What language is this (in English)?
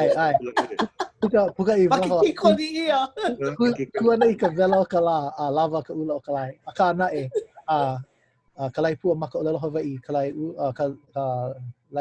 Hawaiian